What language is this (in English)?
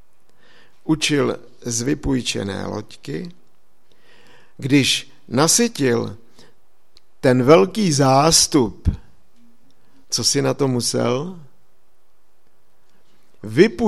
Czech